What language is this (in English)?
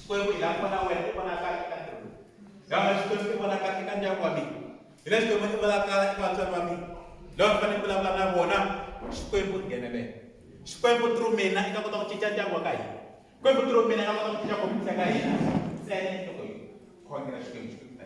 Tsonga